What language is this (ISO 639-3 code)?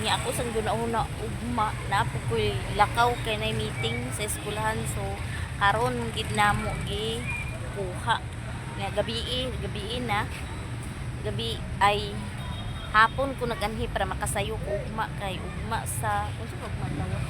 ceb